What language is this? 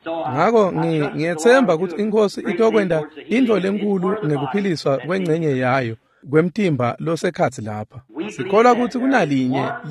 Swati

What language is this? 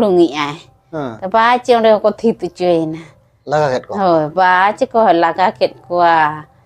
Santali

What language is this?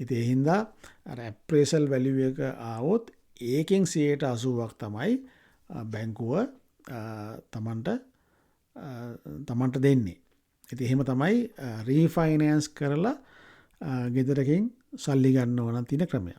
Sinhala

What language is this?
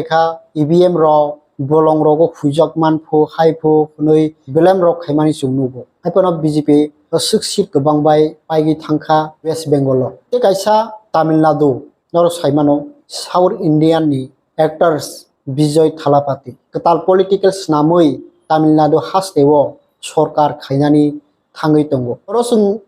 Kok Borok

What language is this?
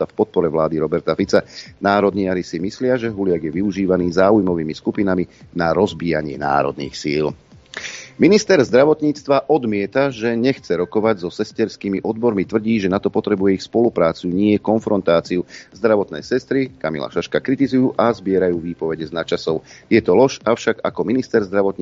Slovak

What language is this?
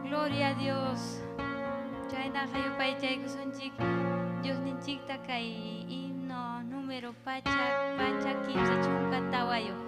Ayacucho Quechua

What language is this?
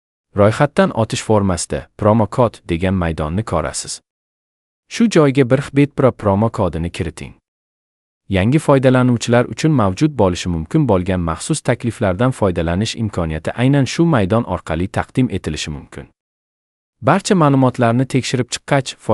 Uzbek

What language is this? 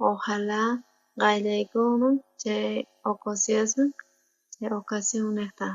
South Bolivian Quechua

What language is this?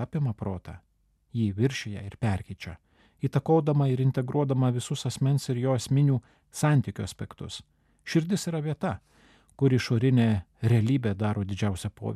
Lithuanian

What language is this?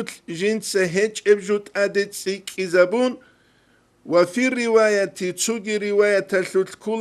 Avaric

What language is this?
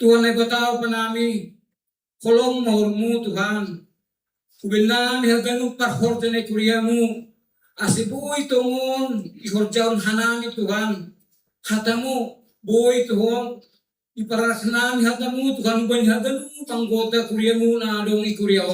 Batak Simalungun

